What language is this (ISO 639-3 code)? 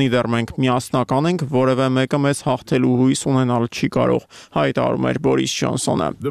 hye